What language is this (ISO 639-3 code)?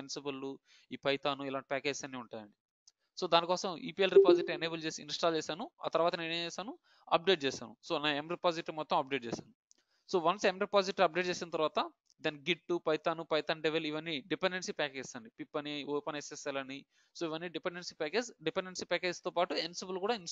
tel